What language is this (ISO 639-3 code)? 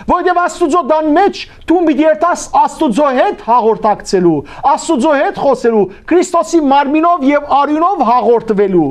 hyw